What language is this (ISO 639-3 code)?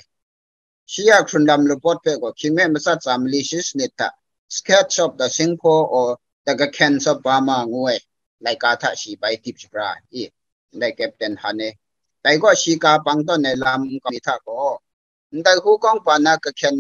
kac